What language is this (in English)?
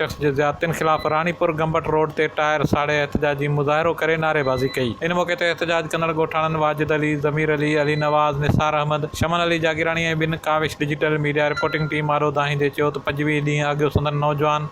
Sindhi